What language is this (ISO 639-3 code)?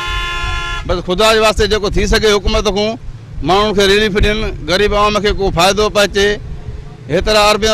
snd